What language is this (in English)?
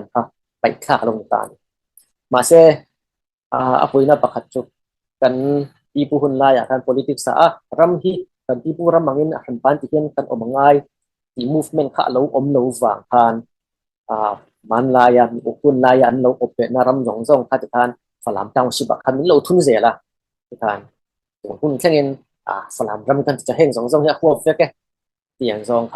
Falam Chin